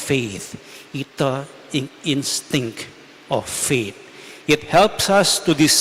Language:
Pampanga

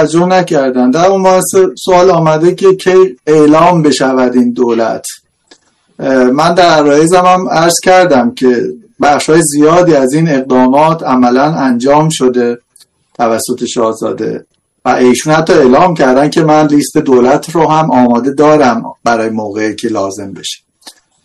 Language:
Persian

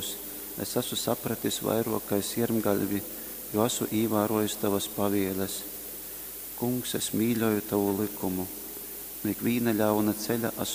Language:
Latgalian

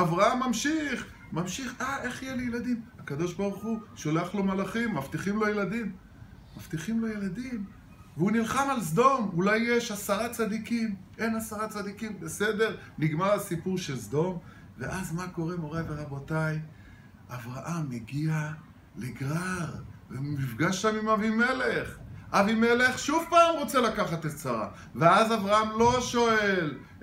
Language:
Hebrew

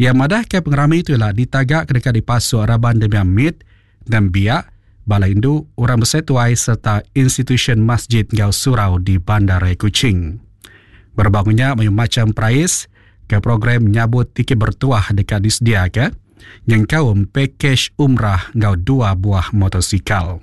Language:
Iban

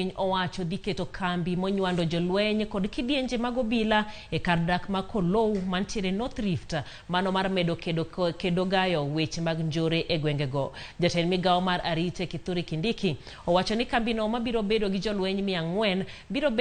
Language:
Luo (Kenya and Tanzania)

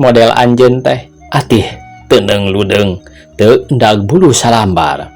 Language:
Sundanese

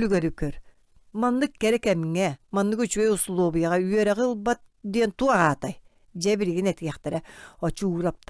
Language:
Yakut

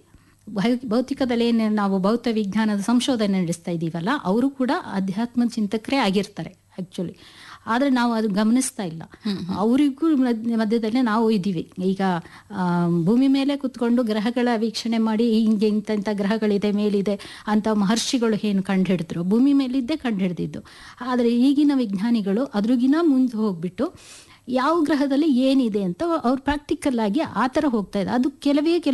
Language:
Kannada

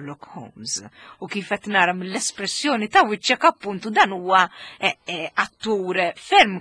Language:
Maltese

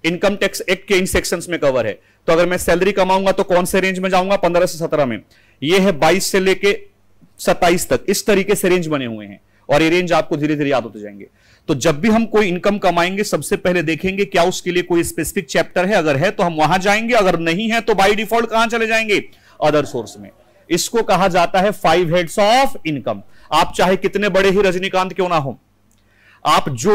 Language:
Hindi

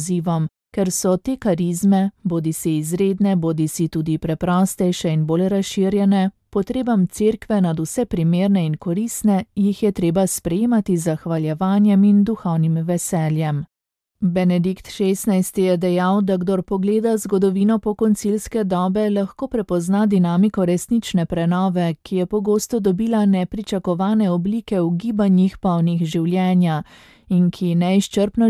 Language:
Slovenian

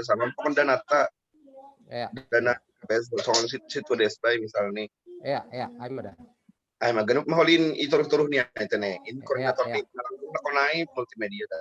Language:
Batak Simalungun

